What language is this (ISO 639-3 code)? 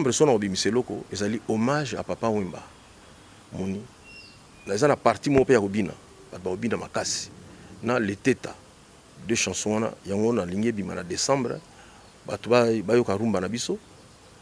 lin